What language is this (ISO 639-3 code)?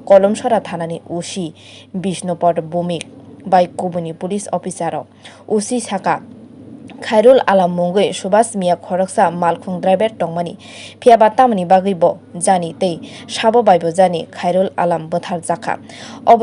trp